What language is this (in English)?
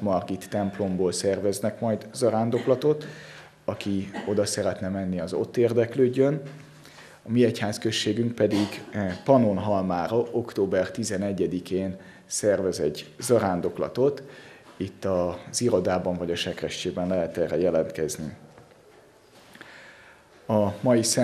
Hungarian